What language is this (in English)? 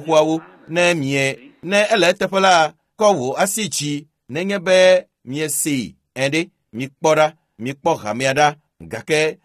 Ewe